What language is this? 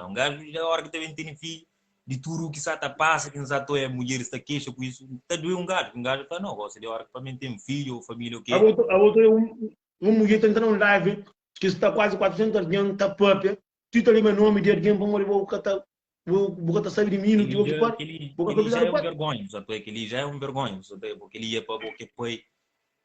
Kabuverdianu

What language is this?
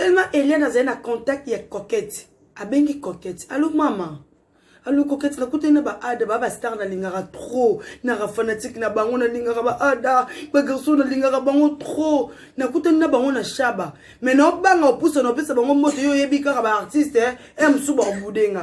Lingala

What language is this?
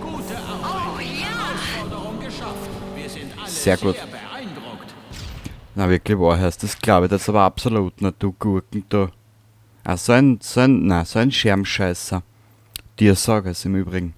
Bavarian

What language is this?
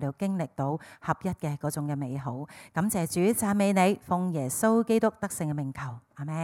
Cantonese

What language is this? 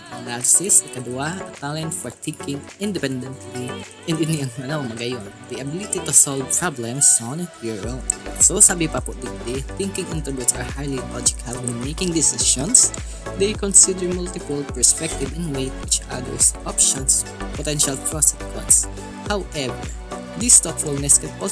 Bikol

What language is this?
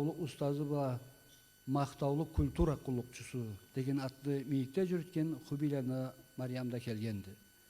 Karachay-Balkar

